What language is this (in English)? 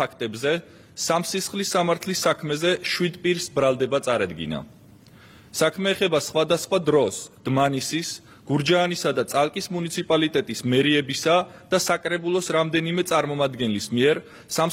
Georgian